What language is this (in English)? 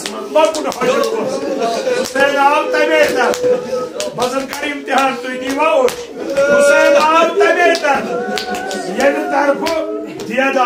Kashmiri